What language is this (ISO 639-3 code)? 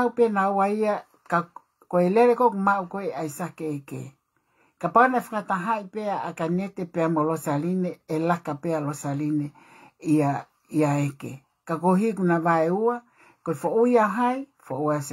ton